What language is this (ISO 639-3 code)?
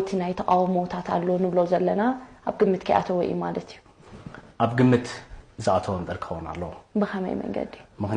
tir